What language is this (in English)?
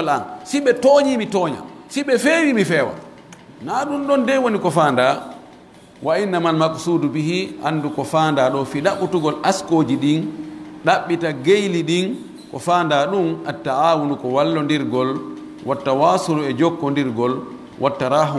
Pular